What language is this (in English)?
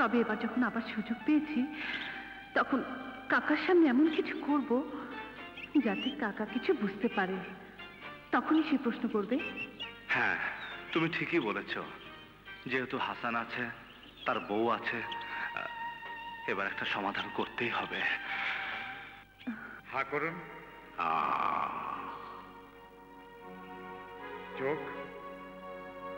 Bangla